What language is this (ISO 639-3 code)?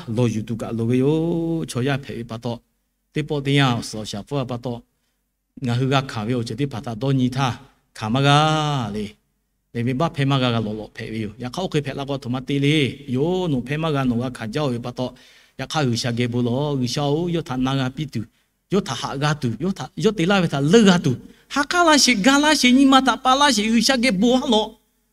lhu